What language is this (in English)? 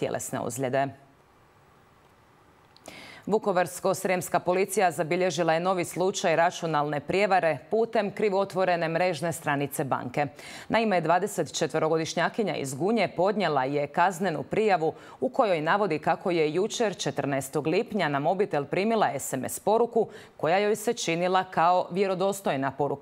Croatian